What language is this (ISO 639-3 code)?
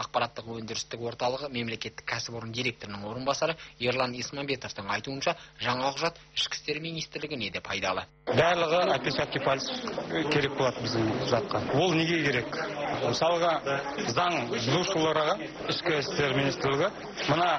kaz